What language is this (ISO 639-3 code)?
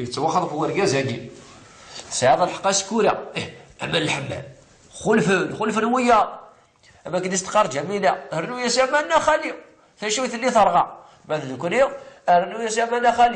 kab